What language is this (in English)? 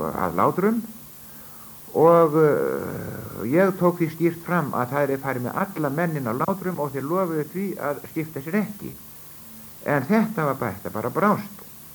Icelandic